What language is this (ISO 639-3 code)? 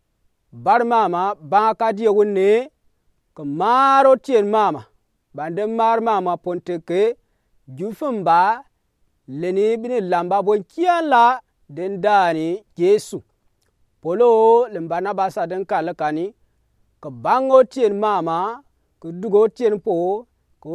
gux